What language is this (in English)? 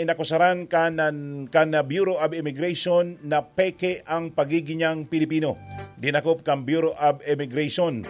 Bikol